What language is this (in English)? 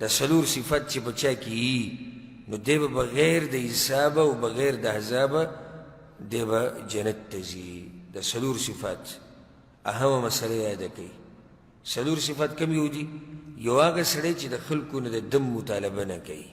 Pashto